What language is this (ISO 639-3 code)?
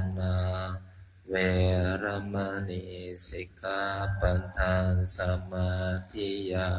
pli